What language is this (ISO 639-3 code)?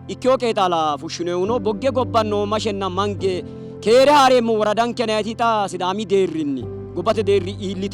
sid